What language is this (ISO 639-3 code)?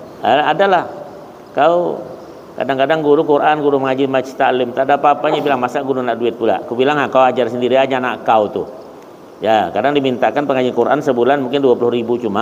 bjn